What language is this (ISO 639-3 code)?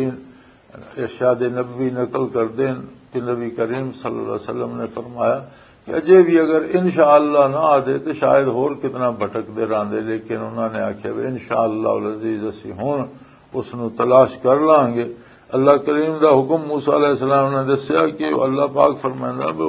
lah